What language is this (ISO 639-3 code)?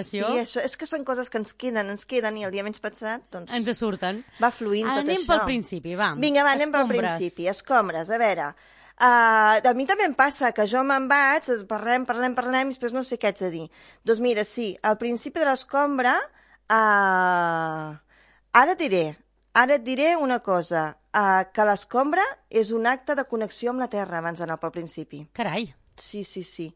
cat